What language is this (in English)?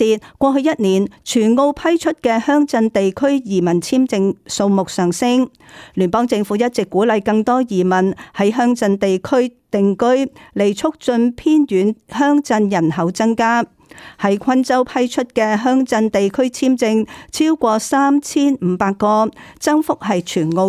Cantonese